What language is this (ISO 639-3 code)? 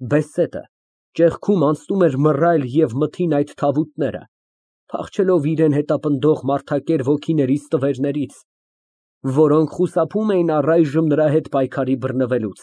hye